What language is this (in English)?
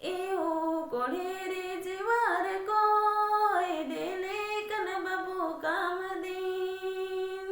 Kurukh